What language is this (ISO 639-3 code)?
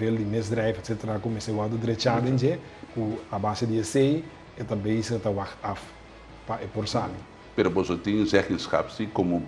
pap